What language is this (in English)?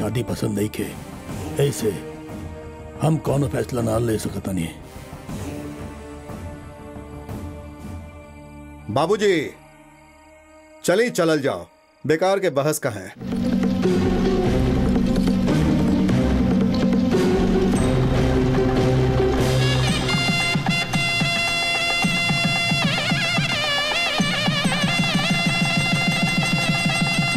Bhojpuri